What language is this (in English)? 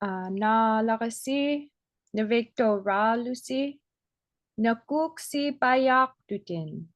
Inupiaq